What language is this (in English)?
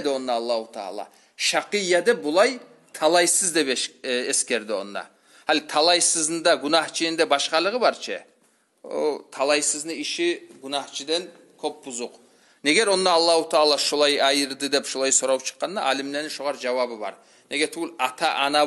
Kumyk